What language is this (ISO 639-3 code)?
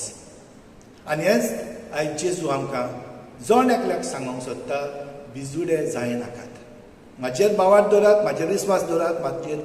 kok